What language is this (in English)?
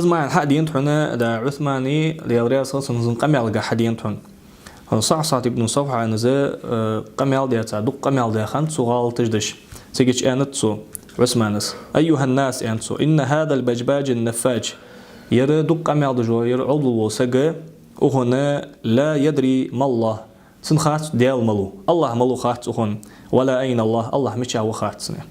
Ingush